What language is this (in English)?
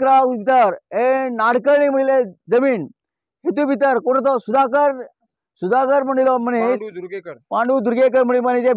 Konkani